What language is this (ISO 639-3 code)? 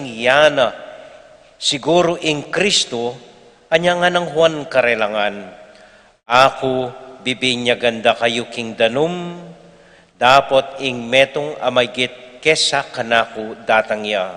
pam